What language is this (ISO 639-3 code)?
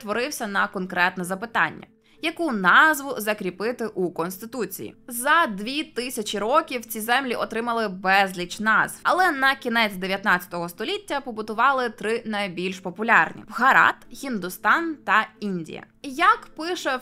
ukr